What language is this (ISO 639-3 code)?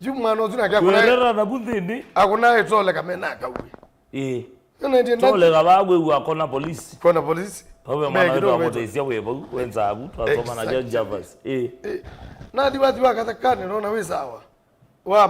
kam